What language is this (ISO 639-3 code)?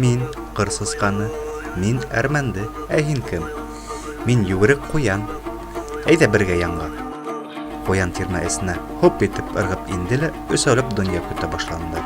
bak